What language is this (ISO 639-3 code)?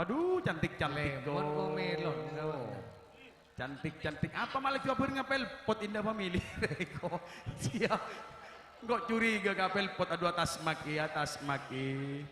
mad